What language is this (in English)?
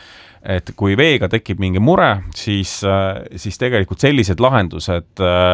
Estonian